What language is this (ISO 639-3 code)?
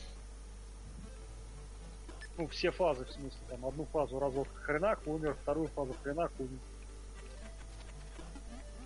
rus